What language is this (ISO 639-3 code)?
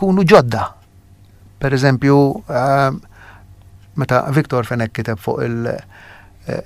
mlt